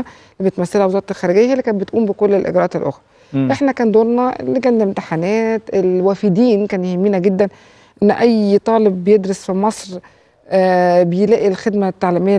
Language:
Egyptian Arabic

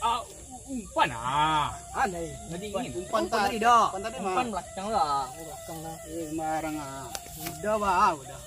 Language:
Minangkabau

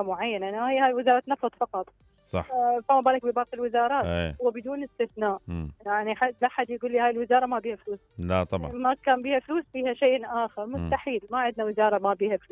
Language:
Mesopotamian Arabic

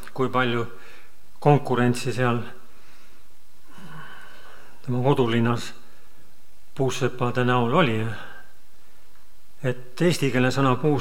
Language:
Estonian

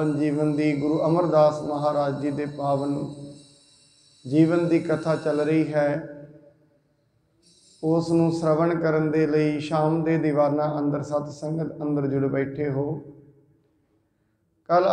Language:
Punjabi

